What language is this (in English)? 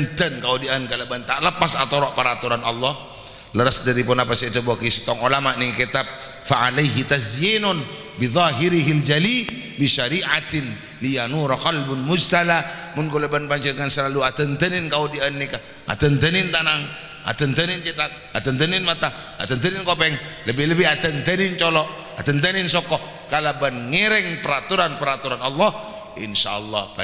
Madurese